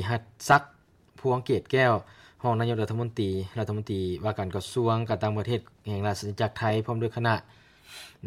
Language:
Lao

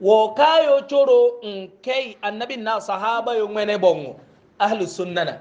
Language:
Hausa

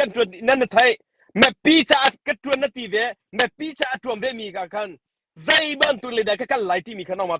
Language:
Hakha Chin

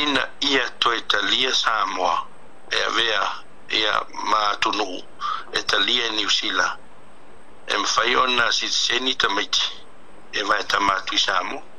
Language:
Samoan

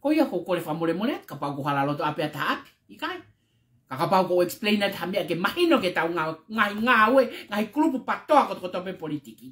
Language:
Tongan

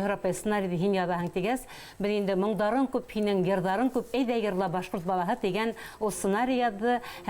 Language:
Bashkir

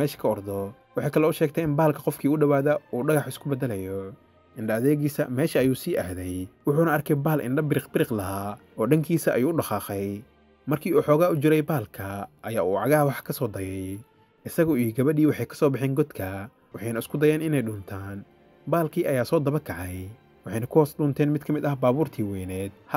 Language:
Somali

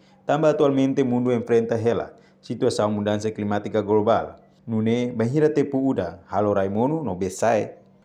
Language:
Tetum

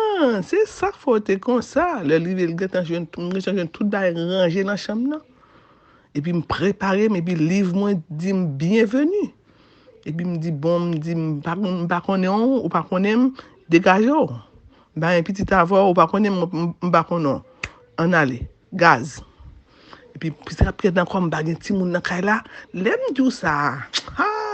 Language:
Haitian Creole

